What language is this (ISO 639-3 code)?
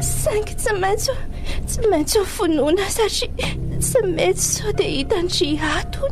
mlg